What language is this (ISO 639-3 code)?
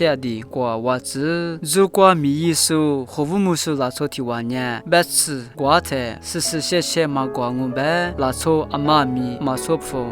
lis